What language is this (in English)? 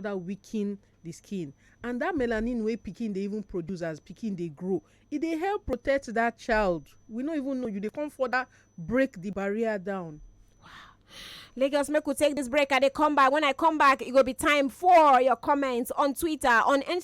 Nigerian Pidgin